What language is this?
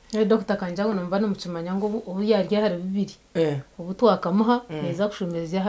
Nyankole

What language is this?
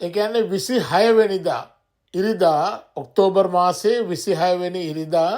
Sinhala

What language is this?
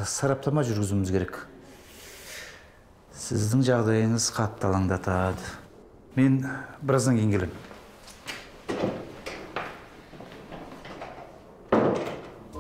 Kazakh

